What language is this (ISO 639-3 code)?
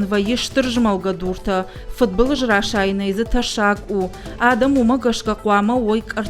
oss